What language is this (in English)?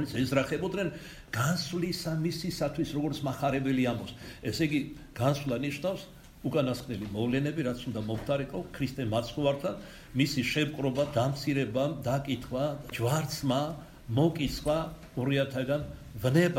Georgian